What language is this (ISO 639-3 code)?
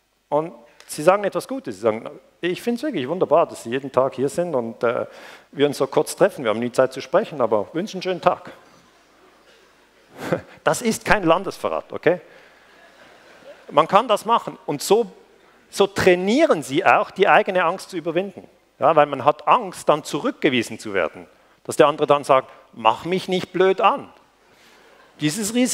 deu